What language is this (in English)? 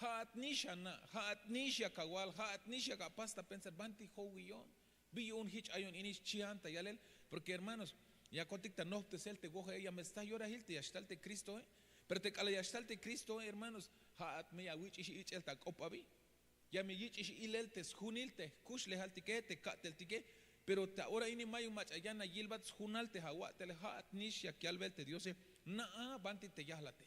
Tzeltal